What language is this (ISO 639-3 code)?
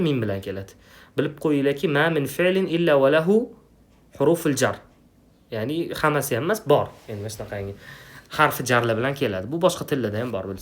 uzb